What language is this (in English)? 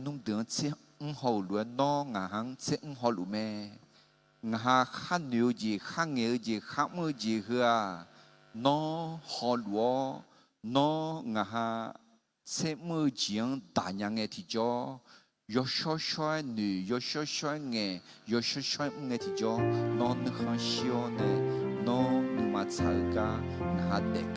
Akha